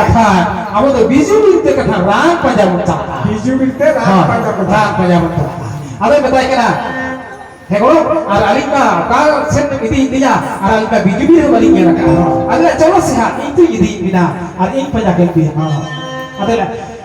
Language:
Santali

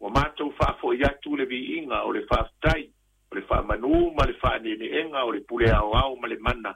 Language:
Samoan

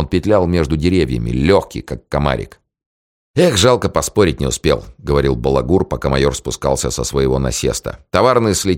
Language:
Russian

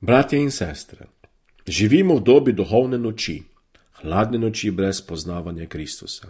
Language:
Slovenian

